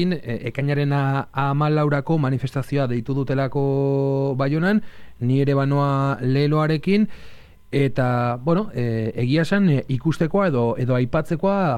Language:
Basque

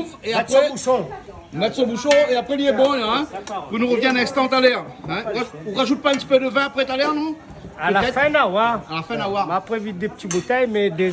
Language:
Réunion Creole French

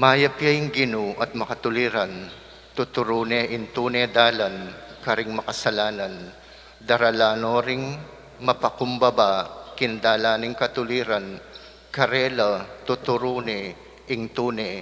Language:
Pampanga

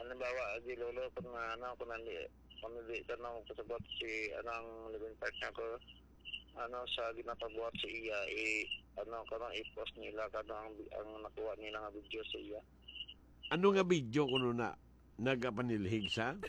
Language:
Hiligaynon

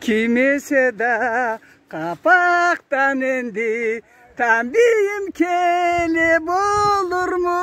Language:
Karachay-Balkar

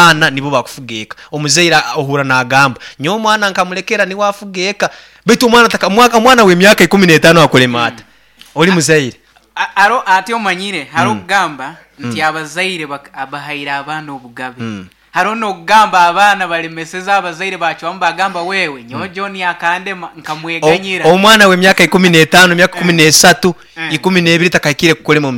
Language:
Nyankole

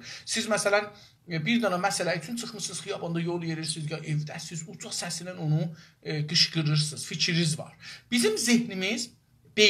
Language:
South Azerbaijani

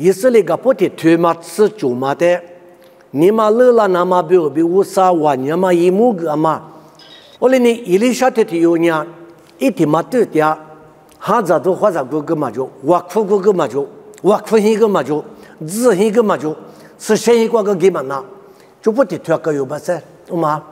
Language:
Lisu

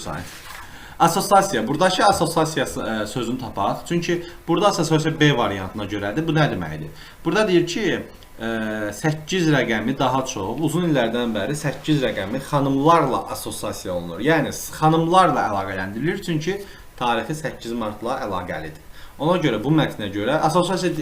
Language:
Azerbaijani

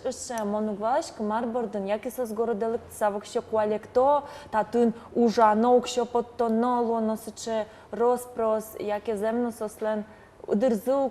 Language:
Udmurt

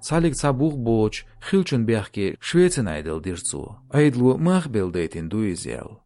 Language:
Chechen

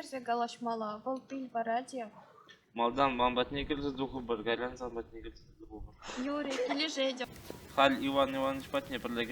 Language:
Chuvash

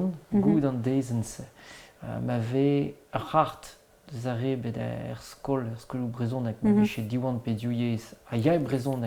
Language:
Breton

